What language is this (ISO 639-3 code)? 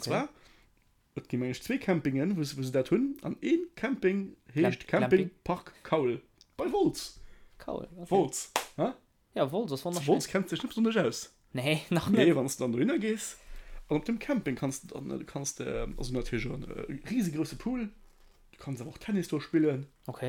ltz